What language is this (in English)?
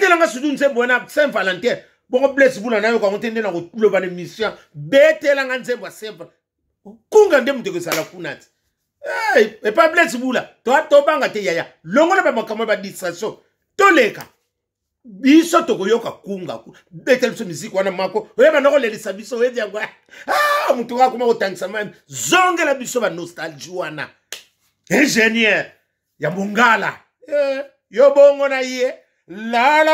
Lingala